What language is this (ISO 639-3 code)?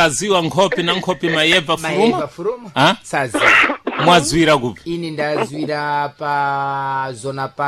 seh